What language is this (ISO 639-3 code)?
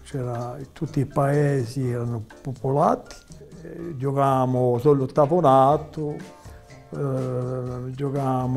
cos